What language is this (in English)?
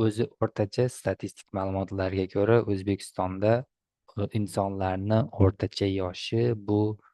Uzbek